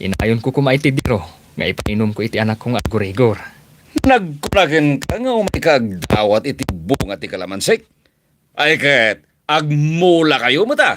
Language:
Iloko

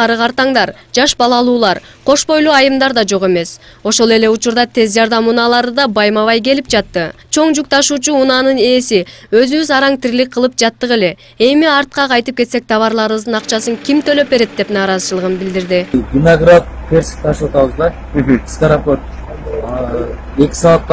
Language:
Kyrgyz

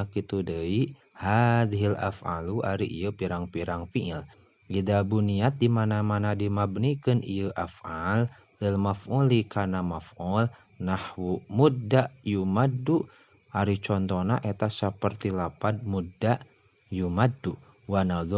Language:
Sundanese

